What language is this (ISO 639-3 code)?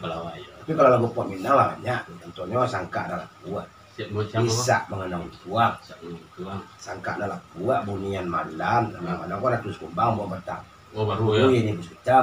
min